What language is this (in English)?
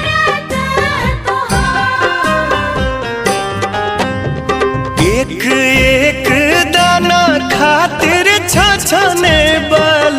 Bhojpuri